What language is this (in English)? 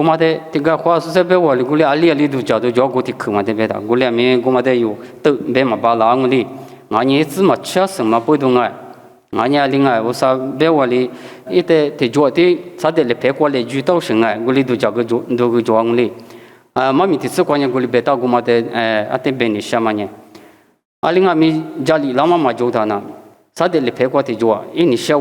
Lisu